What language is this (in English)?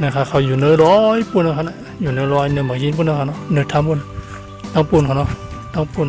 Shan